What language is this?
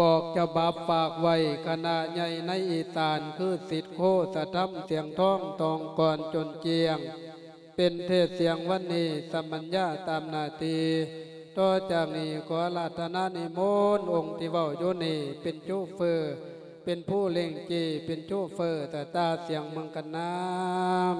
Lao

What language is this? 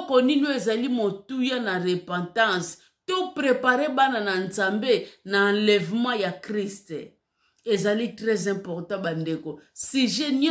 Lingala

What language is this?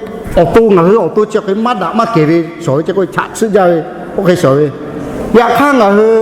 Lahu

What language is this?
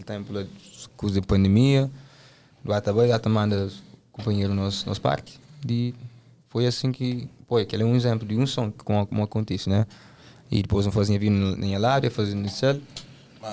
Kabuverdianu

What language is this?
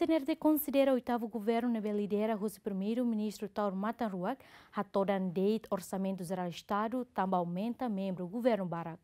Tetum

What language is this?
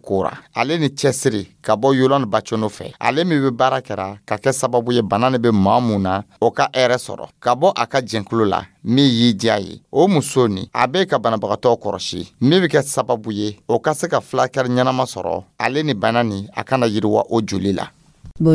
Dyula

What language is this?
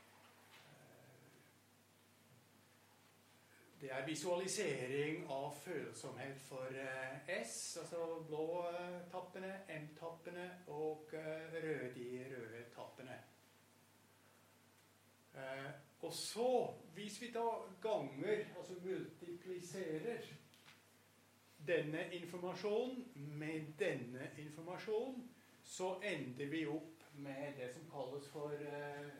Norwegian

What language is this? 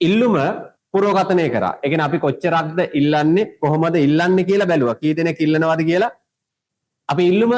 Sinhala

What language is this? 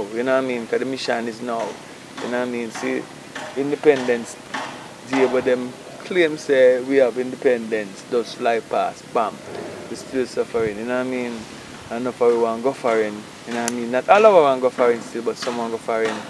Jamaican Creole English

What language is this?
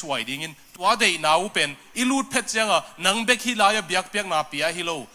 Tedim Chin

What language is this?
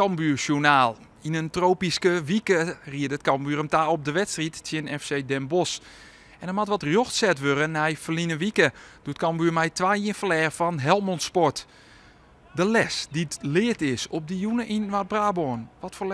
Western Frisian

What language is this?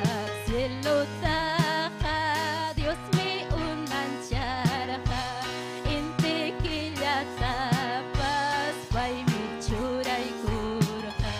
Ayacucho Quechua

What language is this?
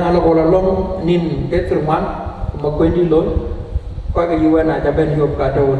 Dinka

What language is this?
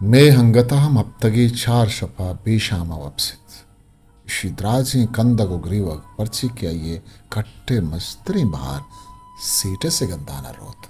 Eastern Balochi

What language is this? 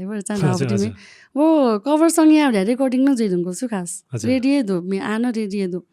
Newari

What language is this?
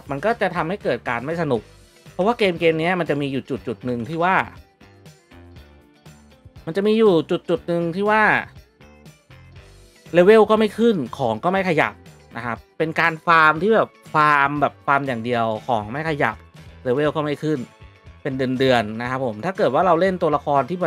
Thai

